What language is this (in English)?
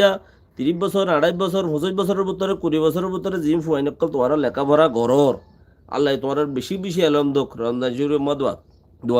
Rohingya